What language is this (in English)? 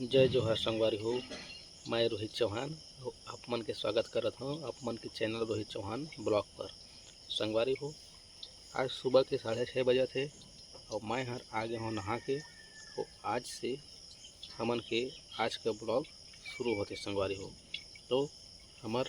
Chhattisgarhi